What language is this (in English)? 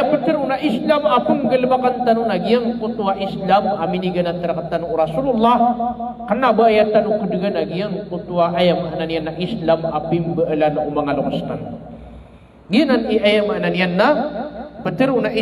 Maranao